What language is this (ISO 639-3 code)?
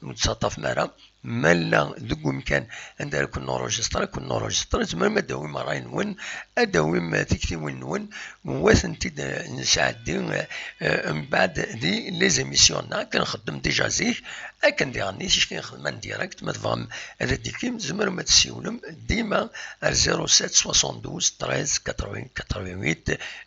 kab